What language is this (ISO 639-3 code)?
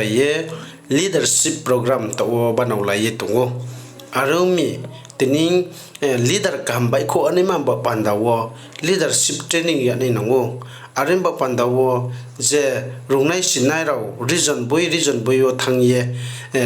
ria